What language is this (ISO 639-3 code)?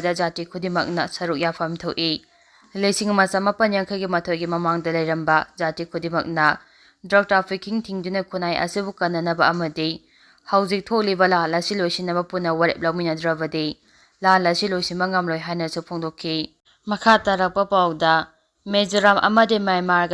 mni